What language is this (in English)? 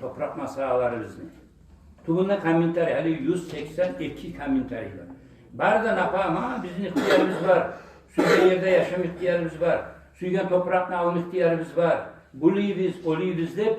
Kumyk